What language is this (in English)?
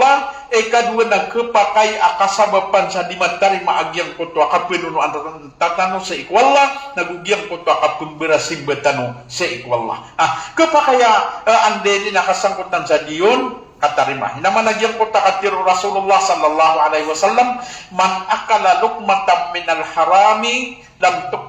Maranao